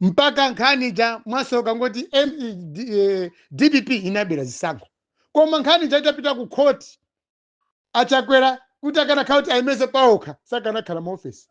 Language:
Nyanja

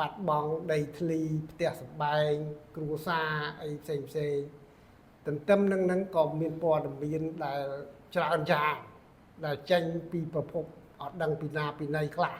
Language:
Khmer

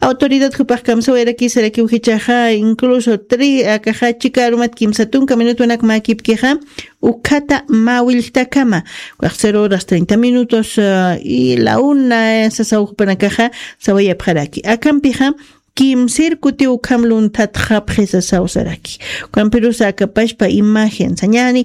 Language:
Aymara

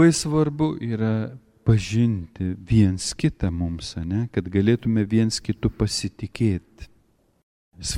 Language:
Lithuanian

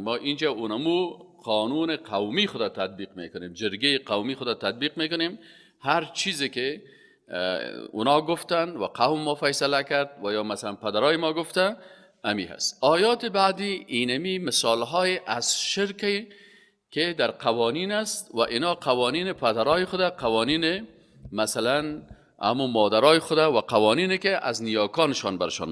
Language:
Persian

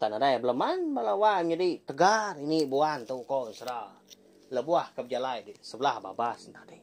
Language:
Iban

